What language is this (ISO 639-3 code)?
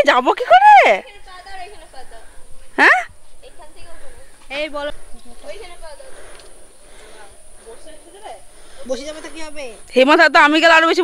ben